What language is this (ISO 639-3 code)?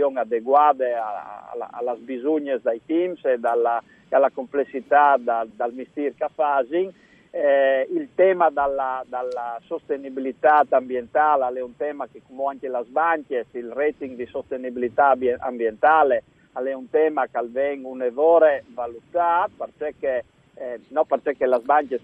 fur